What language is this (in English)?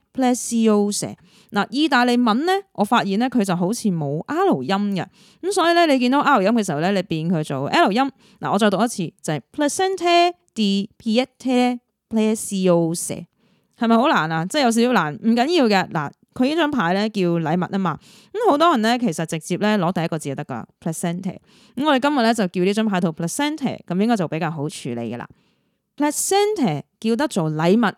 Cantonese